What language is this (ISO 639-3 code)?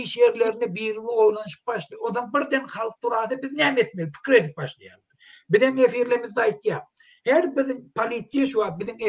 tuk